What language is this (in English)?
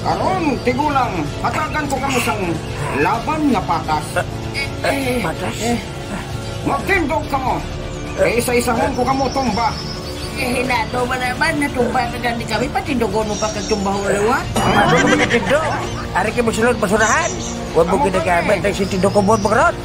Hiligaynon